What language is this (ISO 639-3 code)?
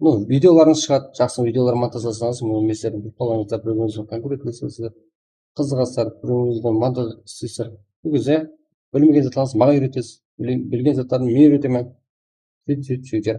kaa